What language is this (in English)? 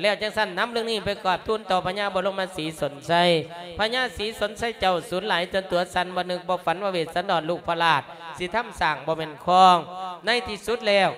Lao